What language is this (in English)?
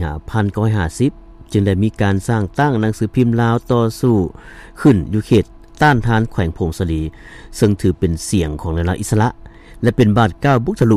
Lao